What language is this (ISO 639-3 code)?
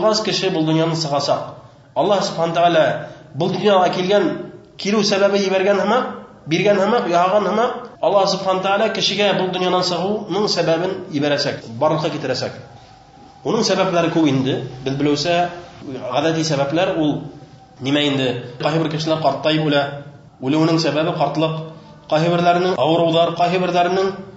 bak